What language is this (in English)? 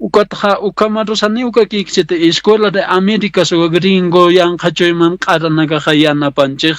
Aymara